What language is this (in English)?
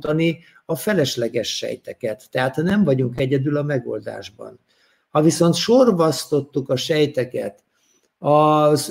Hungarian